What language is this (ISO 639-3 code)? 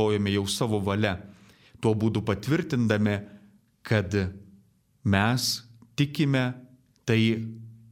lit